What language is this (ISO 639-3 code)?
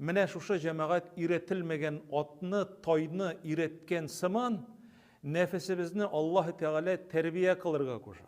tat